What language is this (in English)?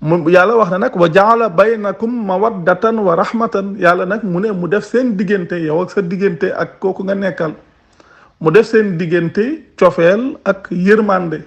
Wolof